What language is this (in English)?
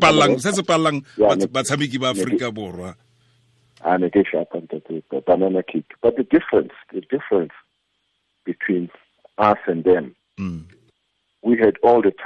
Tswana